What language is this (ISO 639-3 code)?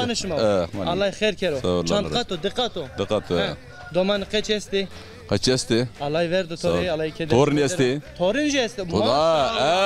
zza